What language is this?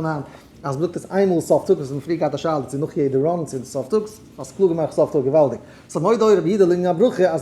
Yiddish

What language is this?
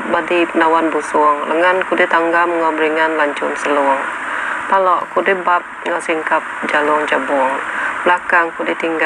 Iban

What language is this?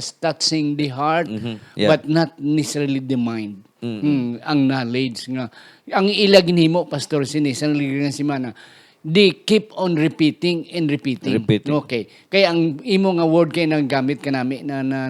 Hiligaynon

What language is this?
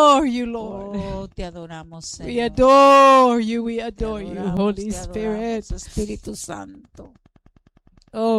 Spanish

